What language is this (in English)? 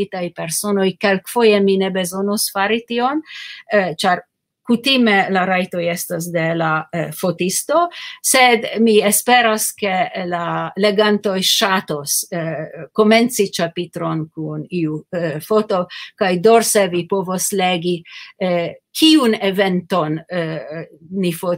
Esperanto